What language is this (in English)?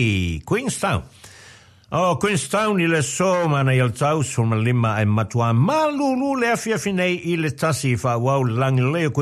Samoan